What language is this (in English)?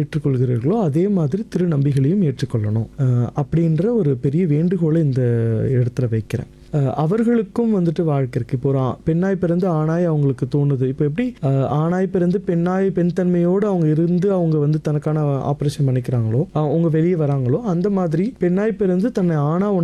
Tamil